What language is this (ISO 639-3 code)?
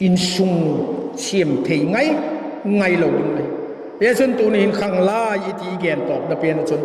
vap